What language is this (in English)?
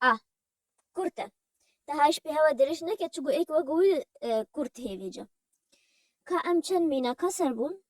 Kurdish